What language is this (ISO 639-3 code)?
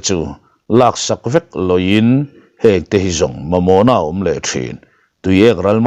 lus